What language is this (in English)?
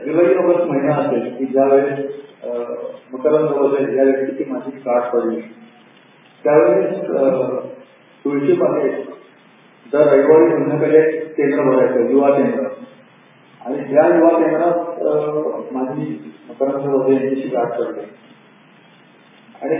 Marathi